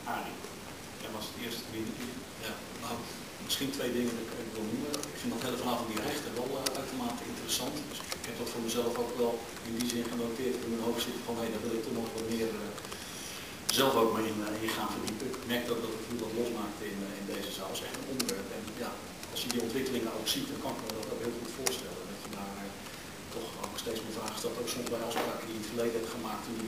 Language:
Dutch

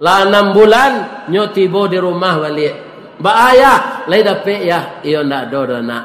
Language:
Minangkabau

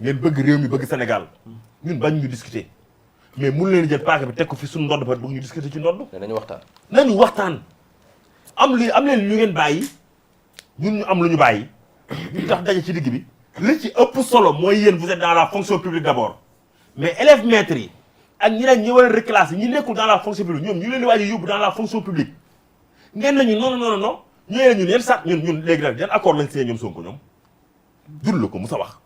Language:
Wolof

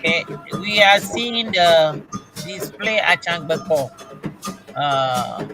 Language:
Ewe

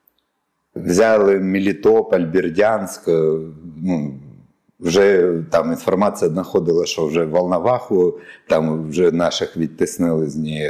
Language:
Ukrainian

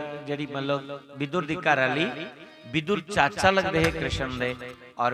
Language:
Dogri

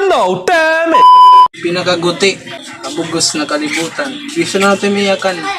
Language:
Waray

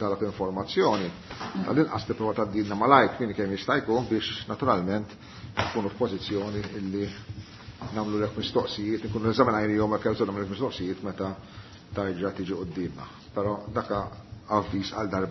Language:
Maltese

